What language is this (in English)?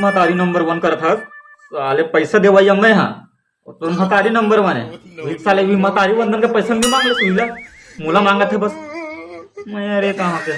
Chhattisgarhi